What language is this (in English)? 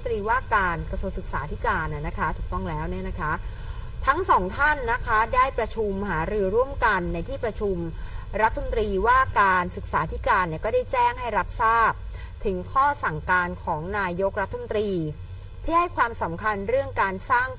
Thai